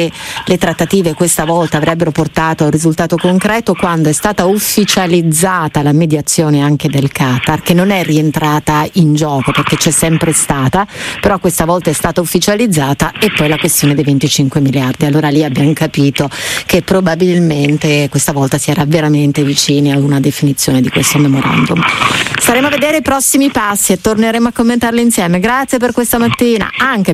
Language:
Italian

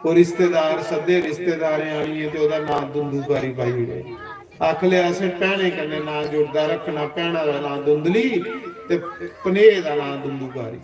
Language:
Dogri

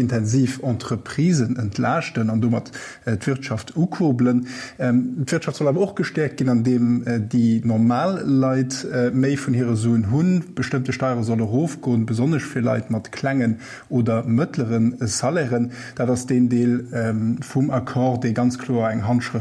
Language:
Luxembourgish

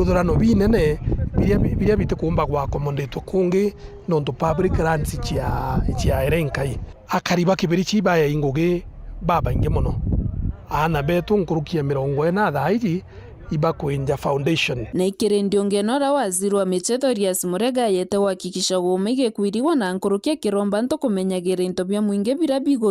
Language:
Meru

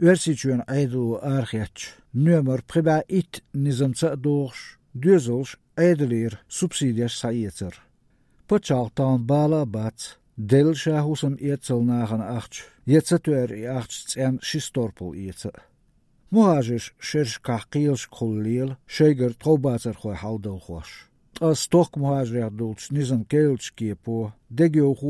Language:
Chechen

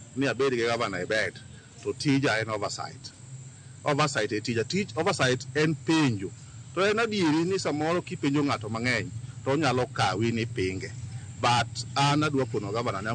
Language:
Luo (Kenya and Tanzania)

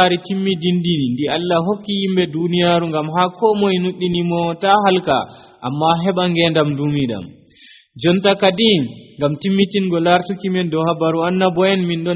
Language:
Nigerian Fulfulde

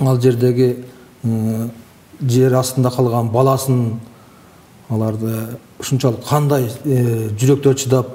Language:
Kyrgyz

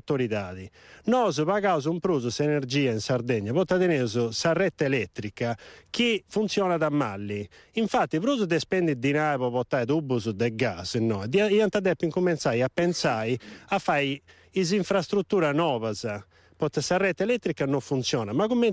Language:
Sardinian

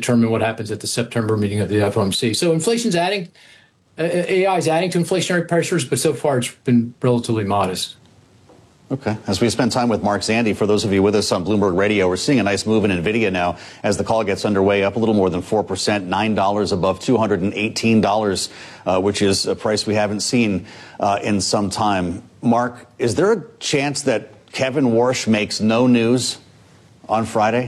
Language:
English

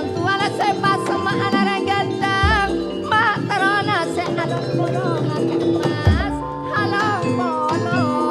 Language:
Madurese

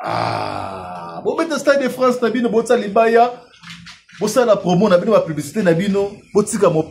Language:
Lingala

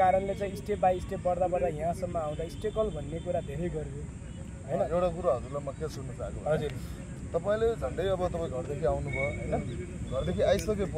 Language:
Nepali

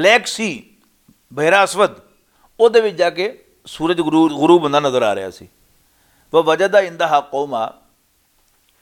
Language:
Western Panjabi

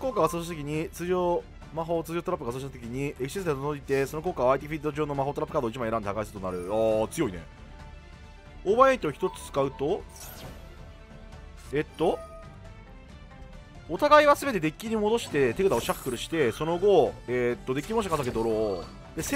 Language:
Japanese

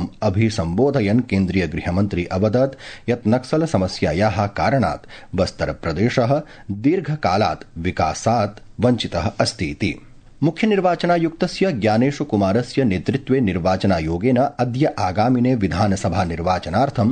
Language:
Sanskrit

